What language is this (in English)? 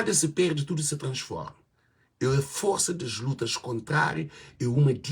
Kabuverdianu